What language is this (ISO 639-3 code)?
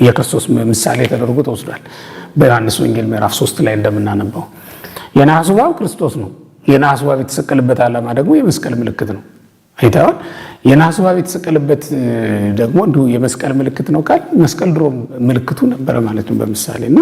amh